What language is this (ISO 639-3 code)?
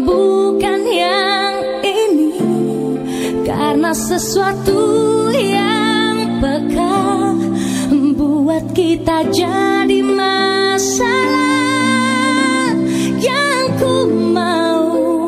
ind